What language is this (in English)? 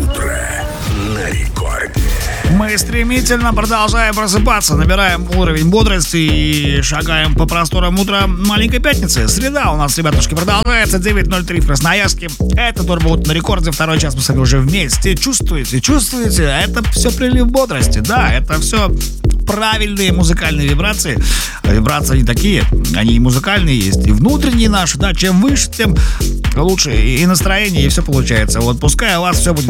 Russian